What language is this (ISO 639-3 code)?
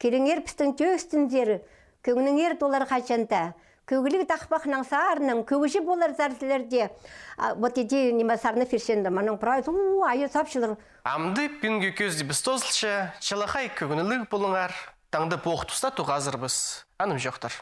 kjh